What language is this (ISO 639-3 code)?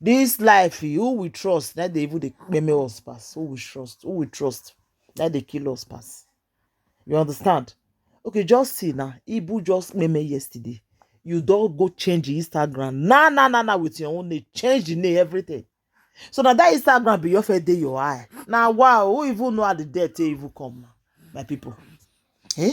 pcm